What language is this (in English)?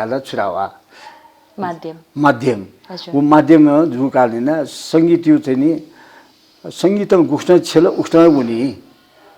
Newari